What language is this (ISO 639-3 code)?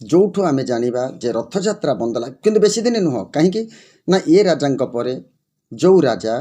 ori